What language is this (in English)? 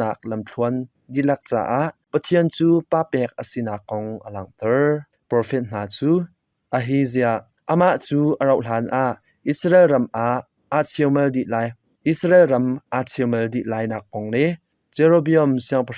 Hakha Chin